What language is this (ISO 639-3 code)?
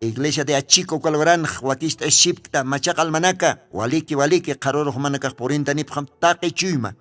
aym